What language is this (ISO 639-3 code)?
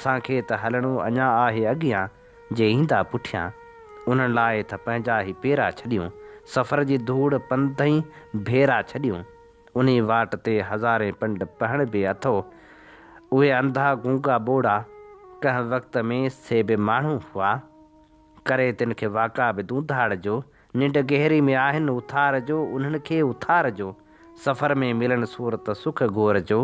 snd